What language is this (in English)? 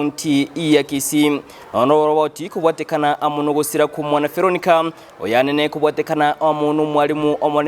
Gusii